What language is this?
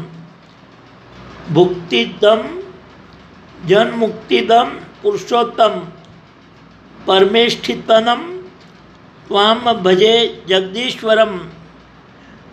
Gujarati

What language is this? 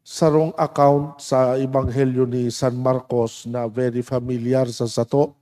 Bikol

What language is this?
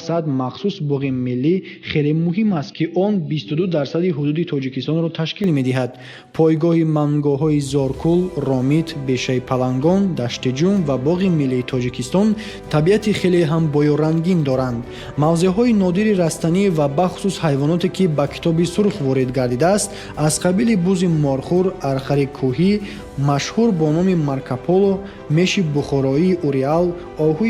Tajik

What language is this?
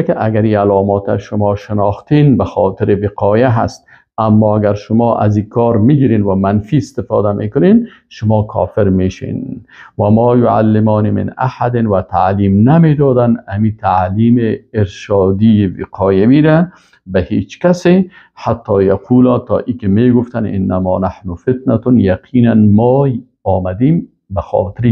Persian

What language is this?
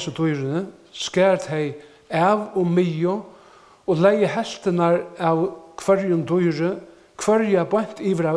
Faroese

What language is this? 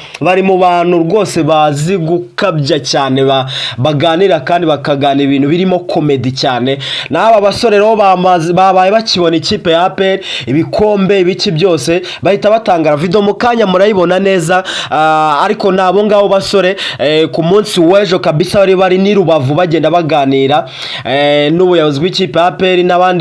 Kinyarwanda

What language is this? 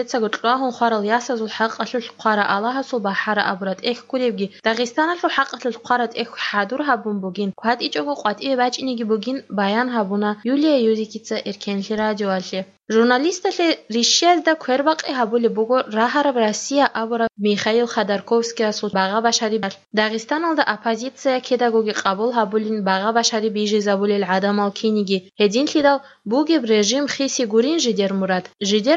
Avaric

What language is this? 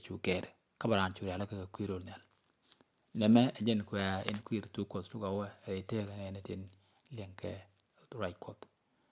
Nuer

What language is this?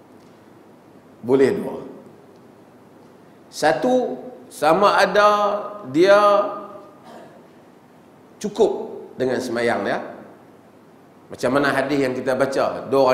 Malay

